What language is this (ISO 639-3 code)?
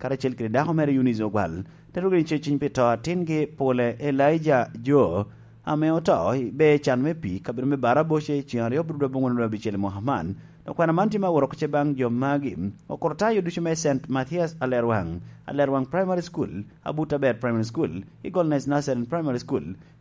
laj